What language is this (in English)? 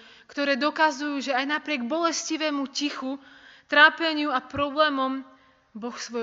Slovak